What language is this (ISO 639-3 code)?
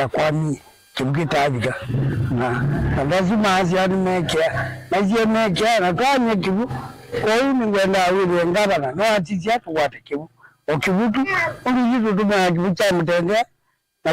kam